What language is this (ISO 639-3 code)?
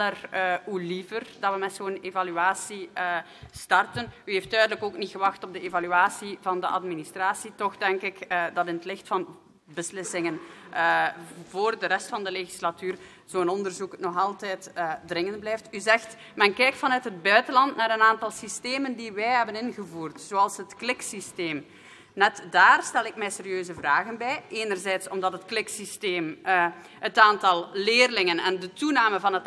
nld